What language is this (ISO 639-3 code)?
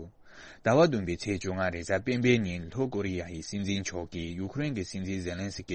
bod